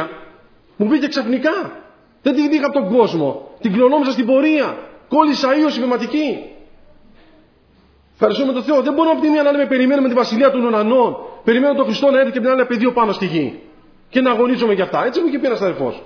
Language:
Greek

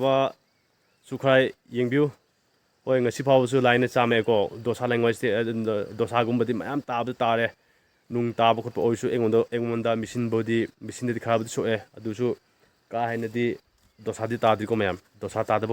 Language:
Manipuri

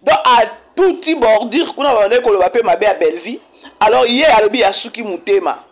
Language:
Lingala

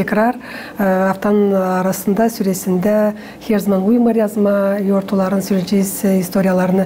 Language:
Gagauz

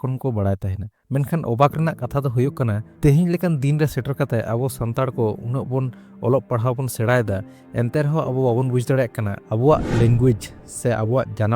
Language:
Santali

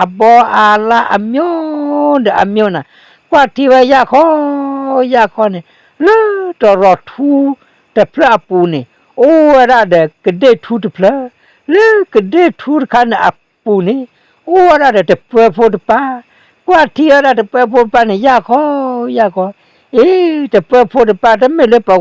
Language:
S'gaw Karen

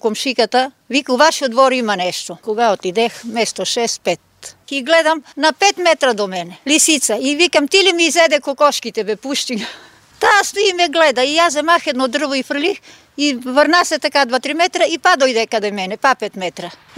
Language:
Macedonian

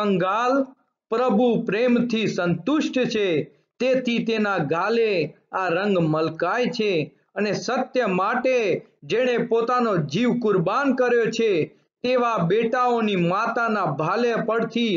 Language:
Gujarati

